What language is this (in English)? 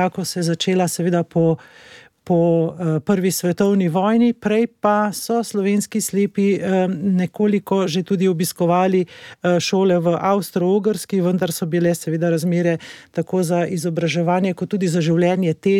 Slovenian